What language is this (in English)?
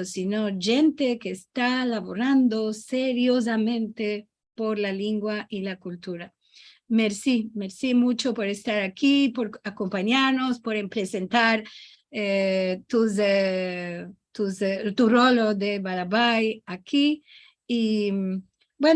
Ladino